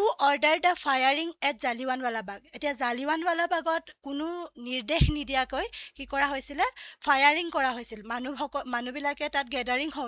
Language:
Assamese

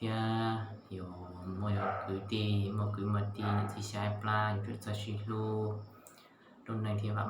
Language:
Hmong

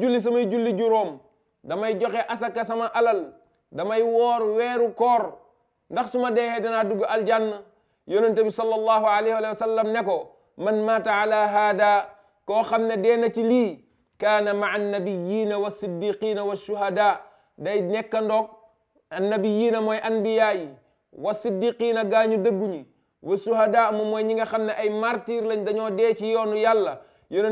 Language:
Wolof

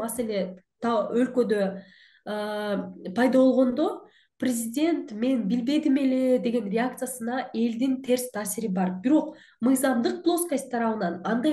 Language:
Kyrgyz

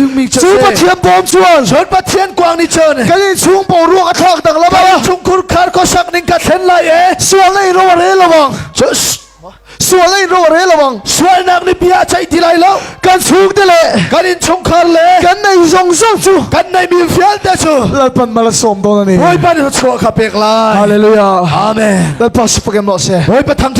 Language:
Hakha Chin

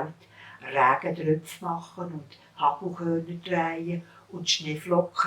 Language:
Swiss German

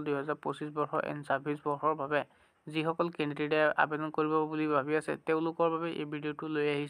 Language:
Assamese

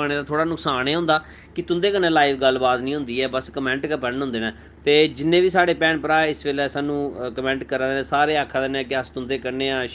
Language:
Dogri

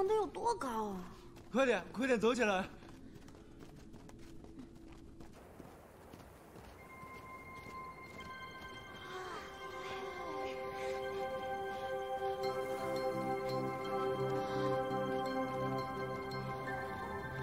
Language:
Chinese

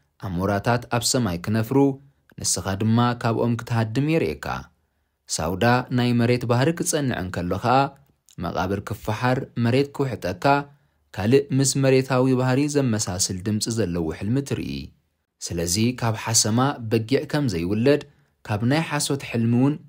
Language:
Tigrinya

